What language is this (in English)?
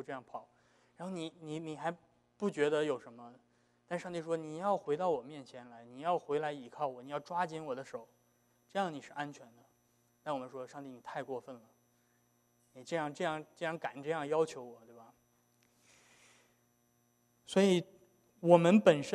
Chinese